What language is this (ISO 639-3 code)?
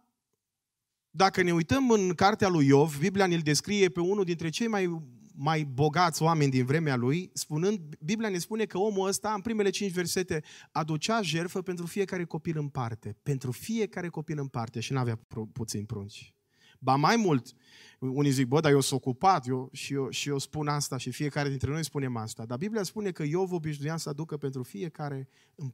ron